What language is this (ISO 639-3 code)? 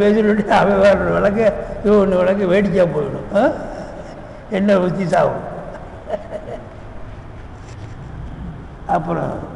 tam